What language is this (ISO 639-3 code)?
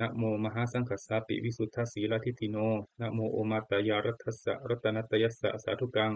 pli